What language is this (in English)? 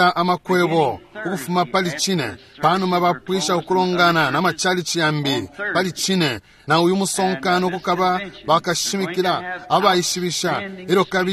Bemba